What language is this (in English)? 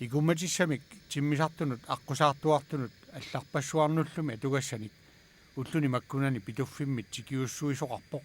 Kalaallisut